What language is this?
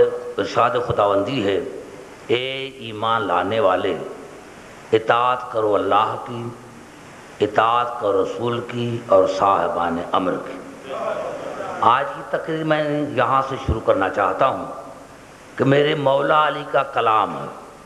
Urdu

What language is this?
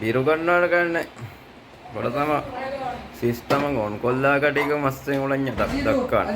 Divehi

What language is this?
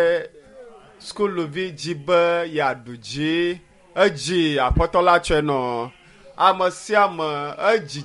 Ewe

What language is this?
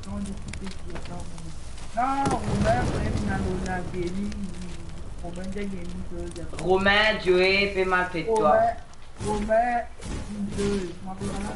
Morisyen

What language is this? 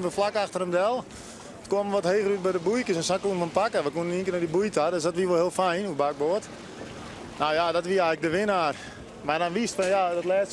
Western Frisian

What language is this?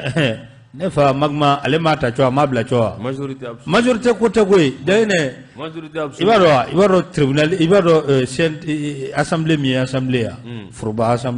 Bambara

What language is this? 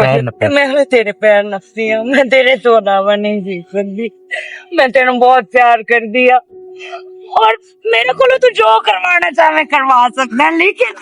Western Panjabi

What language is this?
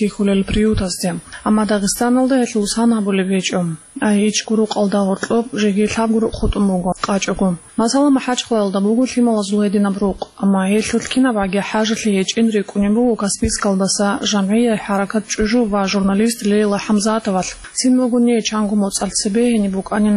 Avaric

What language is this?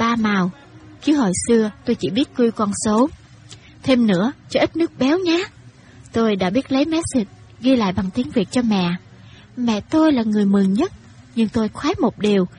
Vietnamese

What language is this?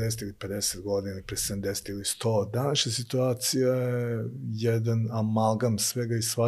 Serbian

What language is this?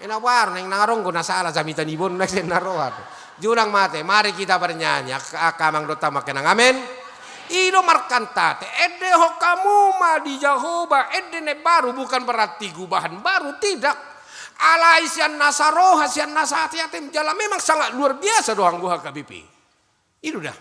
Batak Toba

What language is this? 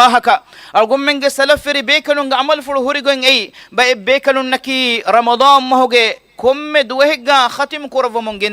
Divehi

